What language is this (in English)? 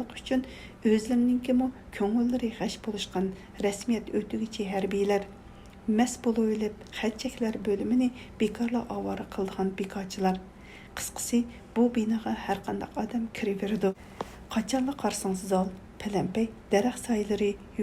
Uyghur